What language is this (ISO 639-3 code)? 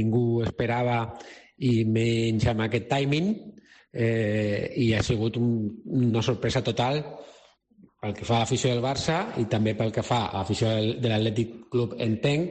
cat